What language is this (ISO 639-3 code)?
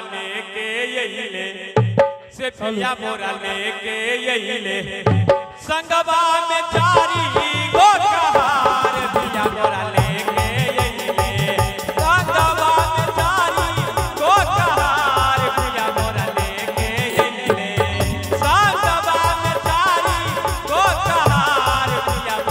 mai